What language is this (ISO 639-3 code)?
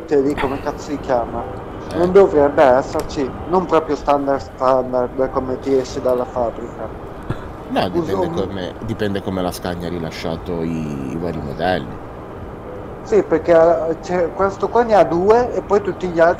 ita